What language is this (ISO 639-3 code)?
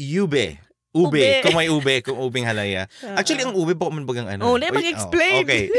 bik